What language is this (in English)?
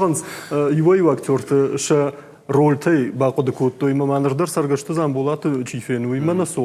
Ossetic